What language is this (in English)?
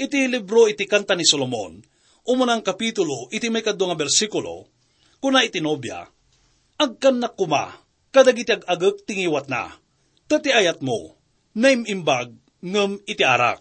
Iloko